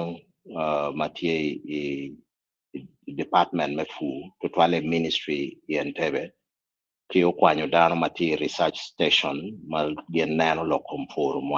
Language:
Acoli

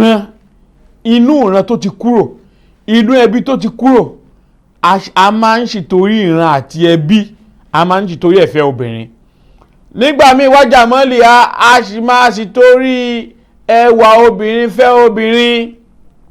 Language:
Yoruba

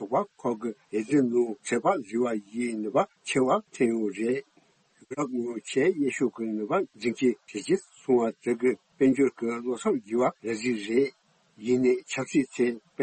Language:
Tibetan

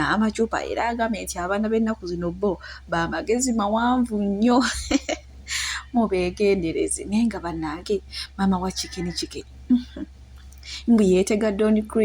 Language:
Ganda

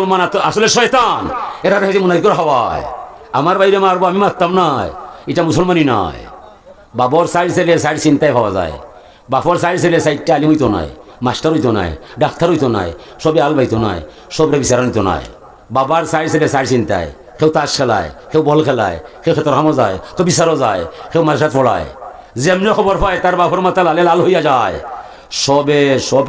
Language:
Sylheti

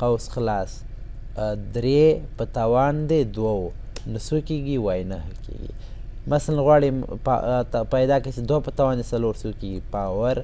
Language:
Pashto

